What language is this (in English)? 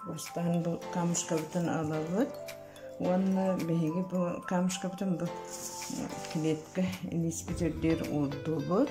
Yakut